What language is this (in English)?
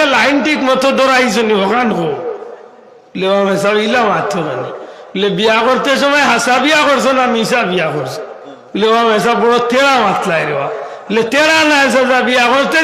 Sylheti